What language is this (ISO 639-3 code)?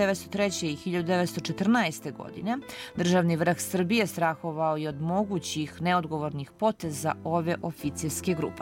srp